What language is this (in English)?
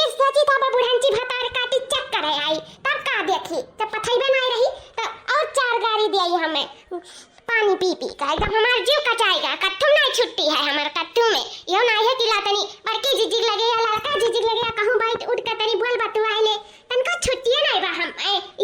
Awadhi